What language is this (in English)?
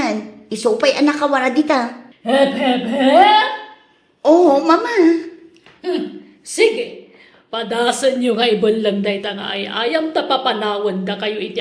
Iloko